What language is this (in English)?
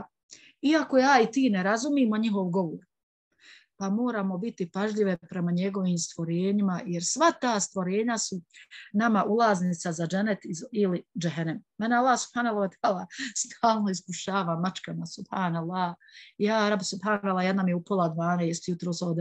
Bosnian